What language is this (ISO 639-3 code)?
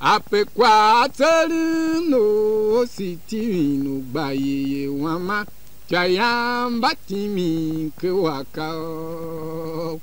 tiv